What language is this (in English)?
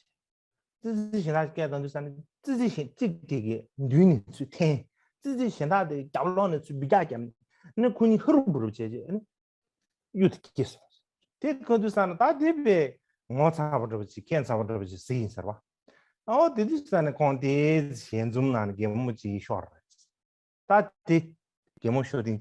Tibetan